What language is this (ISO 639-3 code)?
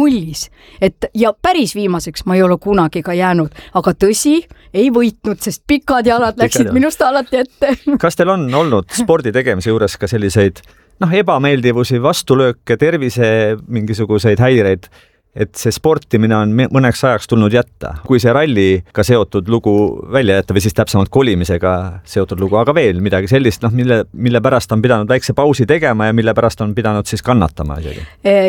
est